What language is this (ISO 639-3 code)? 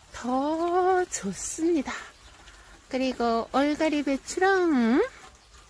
kor